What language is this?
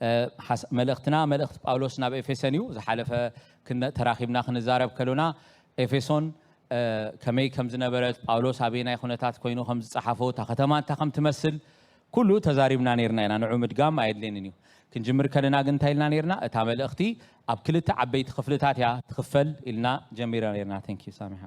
Tigrinya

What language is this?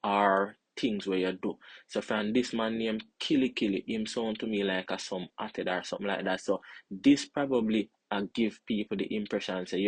Jamaican Creole English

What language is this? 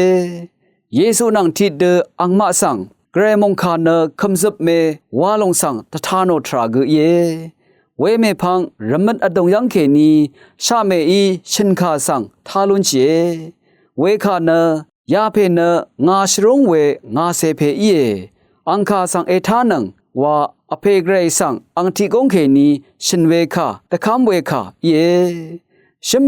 Rawang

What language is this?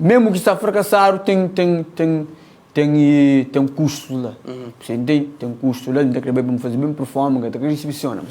Kabuverdianu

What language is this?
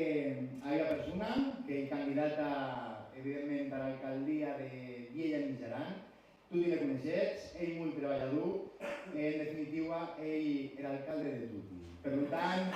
Occitan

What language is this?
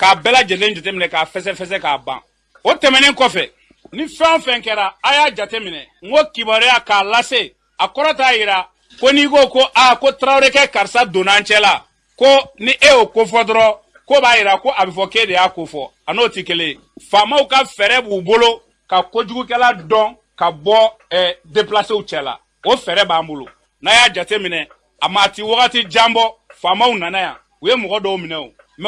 Bambara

